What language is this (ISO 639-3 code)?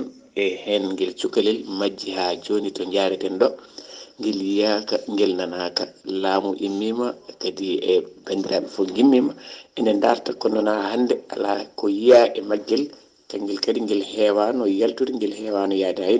ful